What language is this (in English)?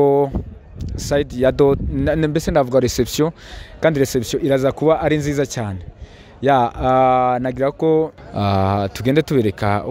Kinyarwanda